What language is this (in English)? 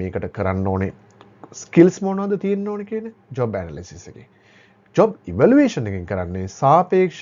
Sinhala